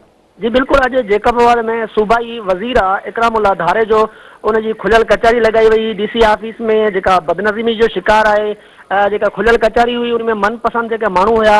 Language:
Sindhi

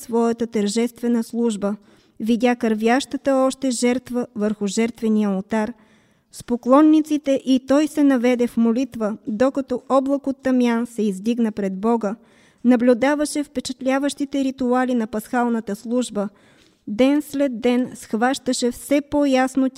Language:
Bulgarian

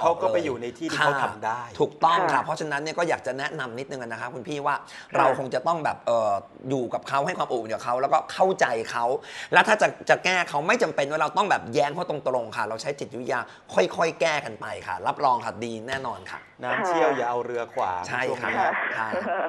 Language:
Thai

